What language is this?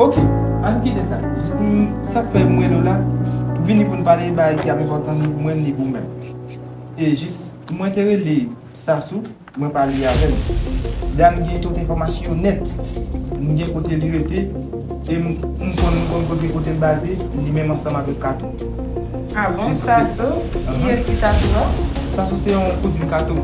Haitian Creole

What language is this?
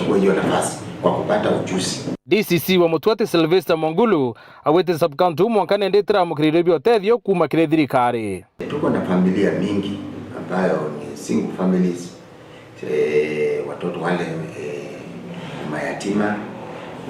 Meru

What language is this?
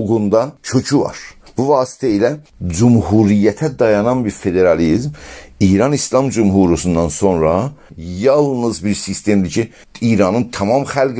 South Azerbaijani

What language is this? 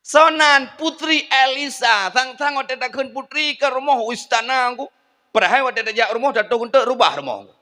Achinese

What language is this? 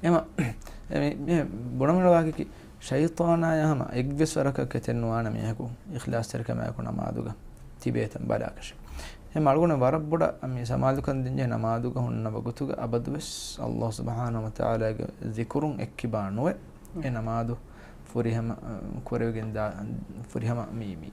Divehi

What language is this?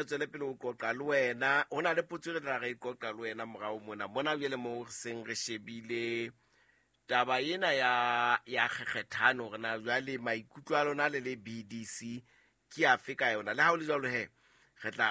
Southern Sotho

